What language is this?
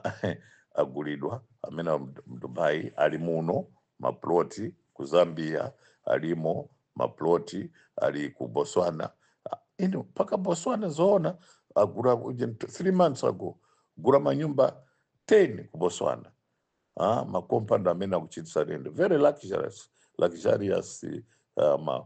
Nyanja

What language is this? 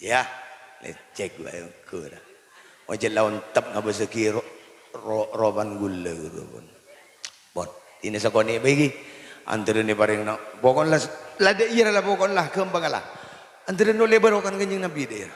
Madurese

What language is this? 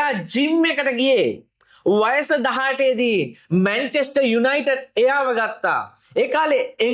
Sinhala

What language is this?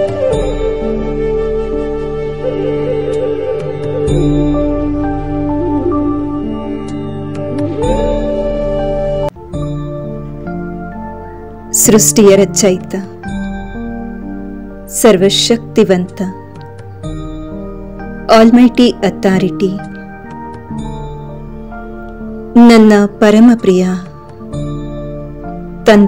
Kannada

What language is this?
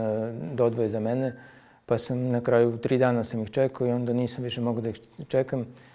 Serbian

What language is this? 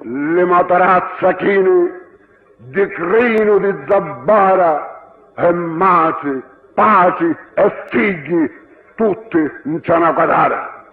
Sicilian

